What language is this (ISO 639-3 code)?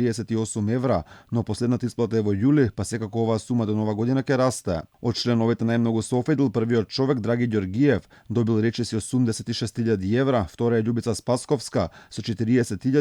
mkd